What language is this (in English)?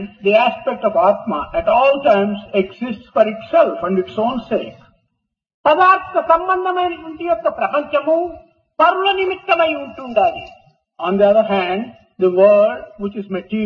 Telugu